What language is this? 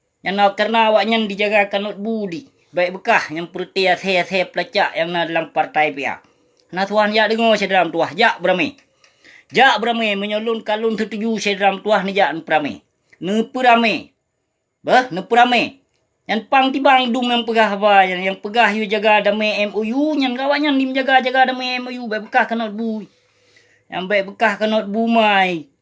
Achinese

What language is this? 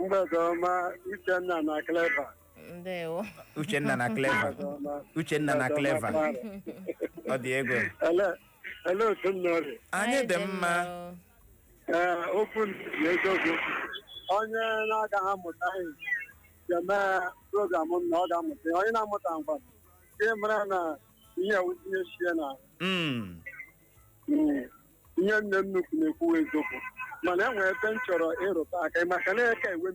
Igbo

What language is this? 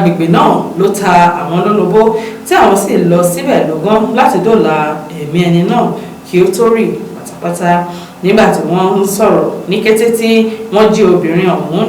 Yoruba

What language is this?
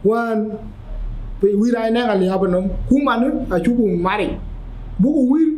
Dinka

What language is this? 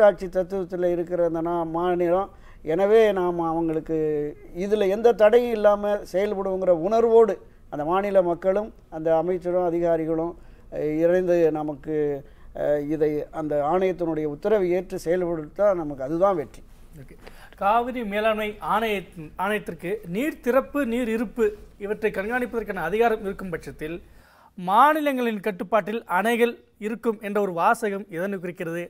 Tamil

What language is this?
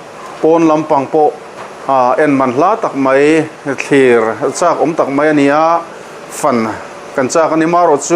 Mizo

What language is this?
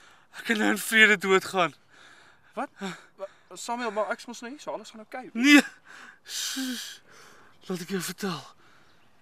Afrikaans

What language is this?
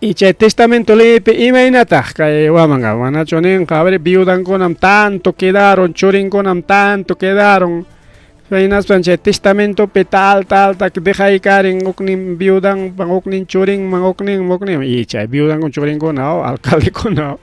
Ayacucho Quechua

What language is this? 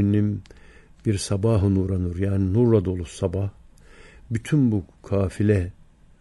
Turkish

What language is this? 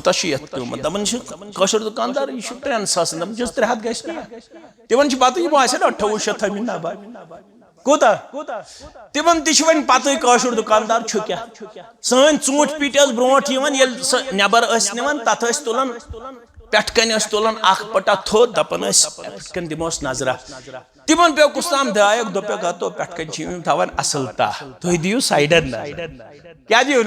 Kashmiri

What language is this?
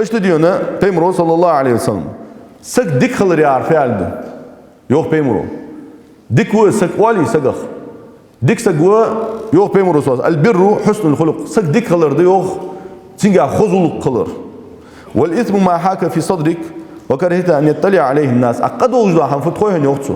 Ingush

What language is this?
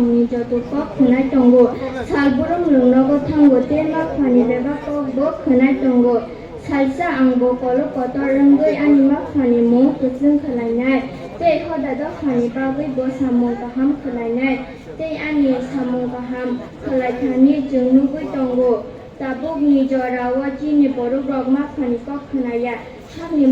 Kok Borok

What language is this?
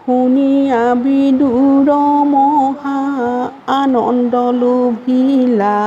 Assamese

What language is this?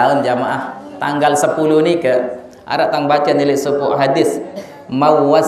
Sasak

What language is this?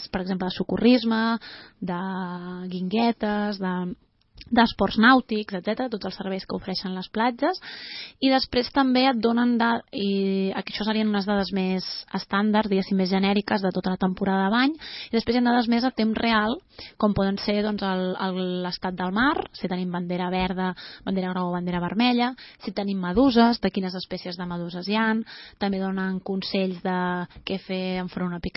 Catalan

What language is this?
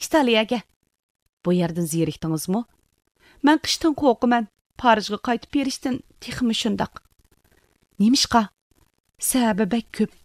Uyghur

